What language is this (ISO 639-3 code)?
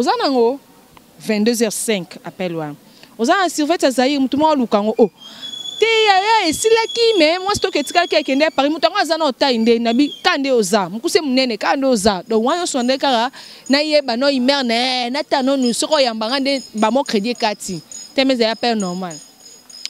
lin